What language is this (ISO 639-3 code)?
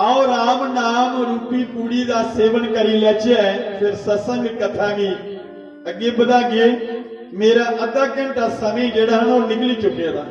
doi